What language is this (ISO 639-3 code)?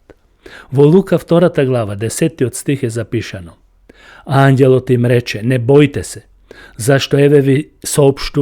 mkd